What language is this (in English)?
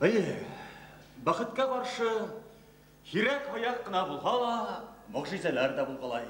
Bashkir